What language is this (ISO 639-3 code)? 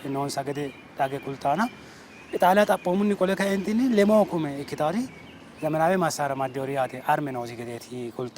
sid